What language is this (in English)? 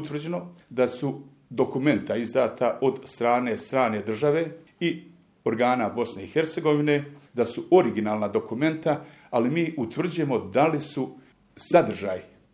Croatian